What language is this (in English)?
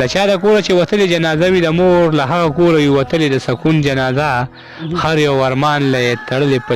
Pashto